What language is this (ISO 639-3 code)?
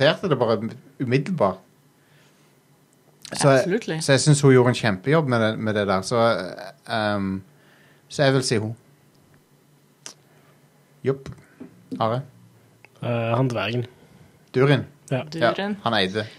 nor